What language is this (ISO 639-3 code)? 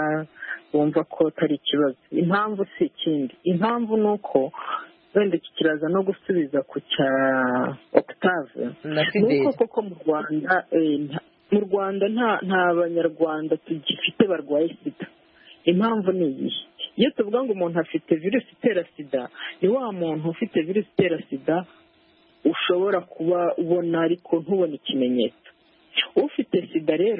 kin